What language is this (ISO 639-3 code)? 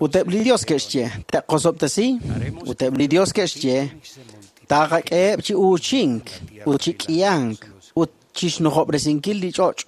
kek